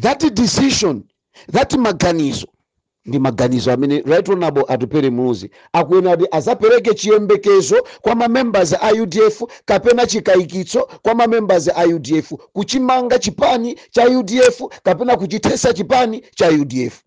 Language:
Nyanja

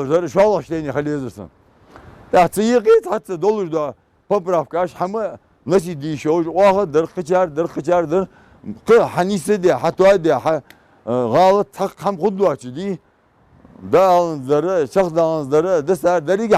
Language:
Ingush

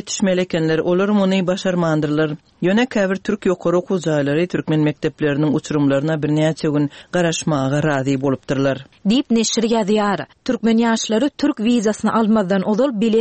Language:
Turkmen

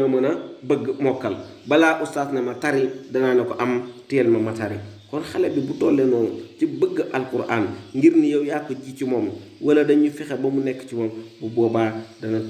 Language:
Wolof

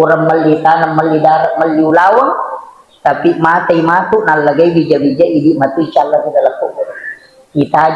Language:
Buginese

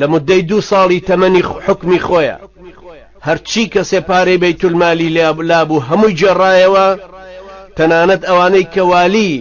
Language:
Central Kurdish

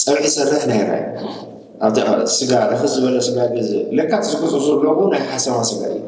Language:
Tigrinya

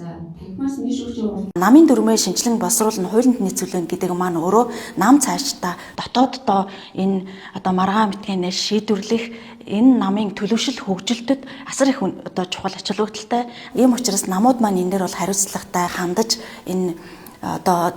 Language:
Mongolian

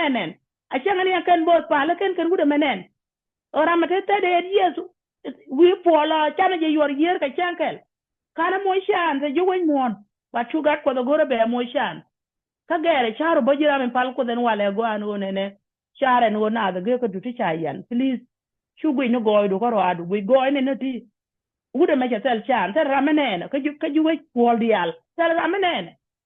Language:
Nuer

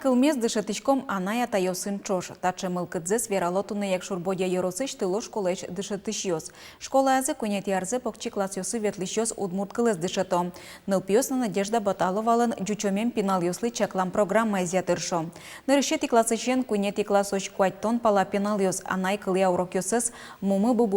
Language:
Udmurt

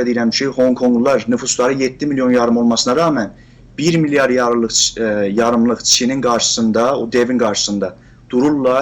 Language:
South Azerbaijani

